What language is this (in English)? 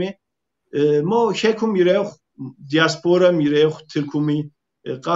Kabardian